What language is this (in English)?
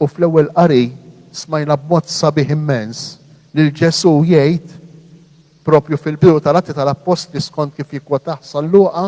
Maltese